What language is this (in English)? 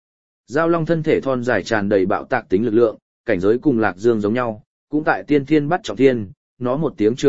Vietnamese